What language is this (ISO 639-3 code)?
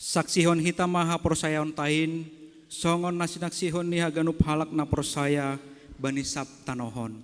bts